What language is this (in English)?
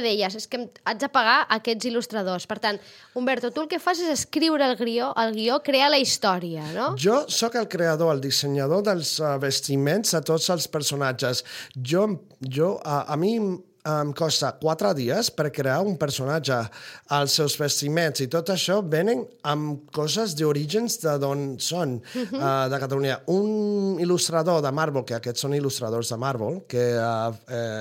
Catalan